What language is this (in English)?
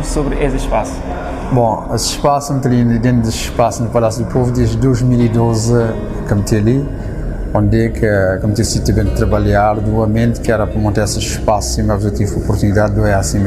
Kabuverdianu